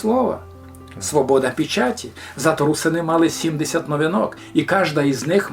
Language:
Rusyn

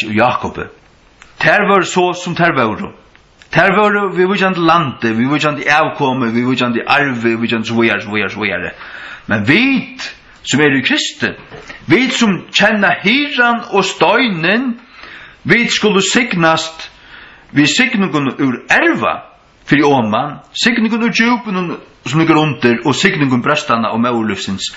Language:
Faroese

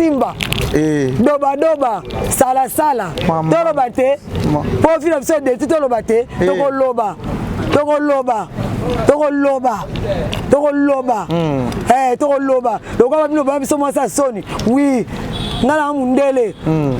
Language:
Lingala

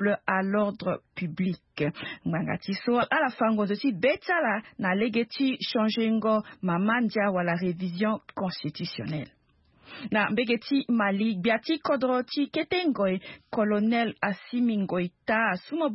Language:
Sango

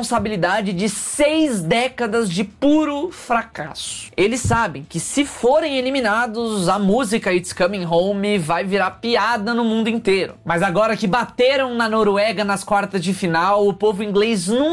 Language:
Portuguese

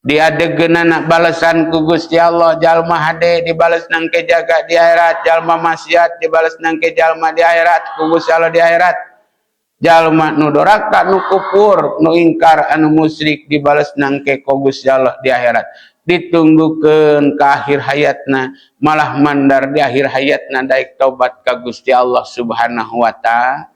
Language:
Sundanese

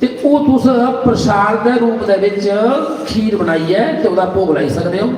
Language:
Dogri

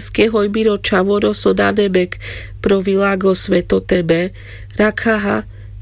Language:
Carpathian Romani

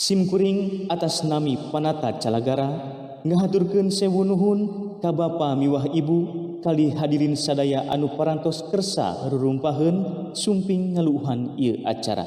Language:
Sundanese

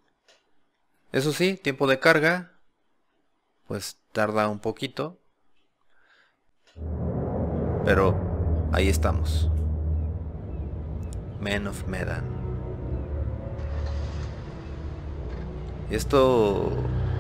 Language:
Spanish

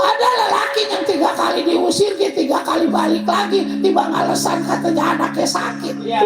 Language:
Betawi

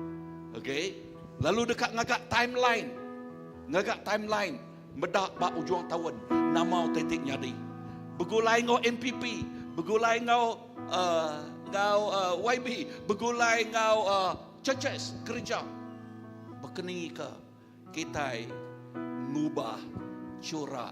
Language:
Iban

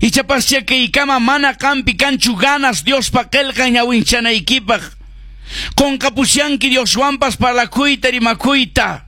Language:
Quechua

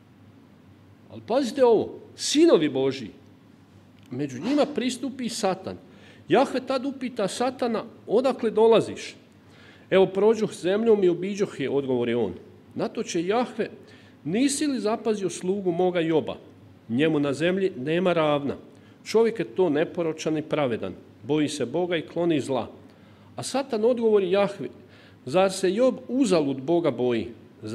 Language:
Croatian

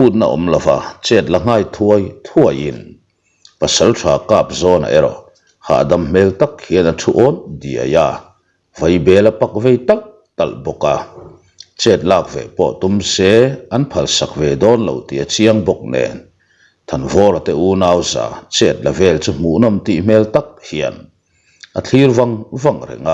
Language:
Mizo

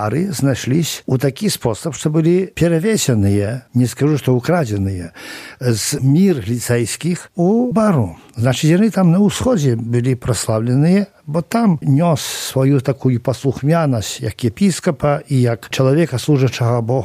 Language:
Belarusian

